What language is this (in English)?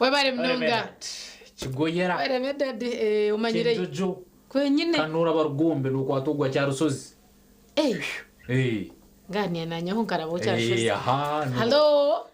Nyankole